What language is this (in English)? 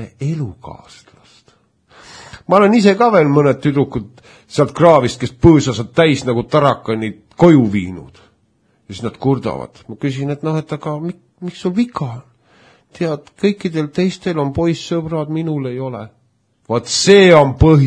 Estonian